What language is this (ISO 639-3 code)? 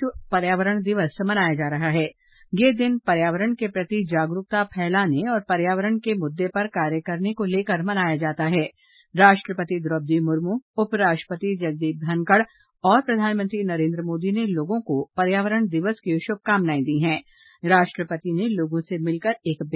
hin